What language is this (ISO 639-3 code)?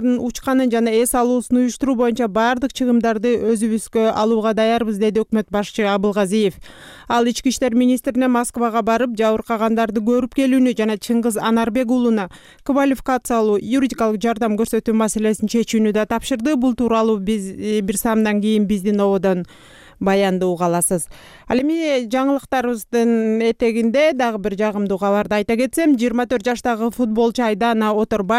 kir